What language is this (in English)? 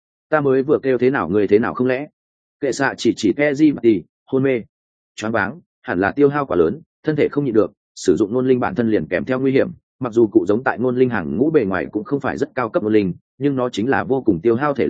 Vietnamese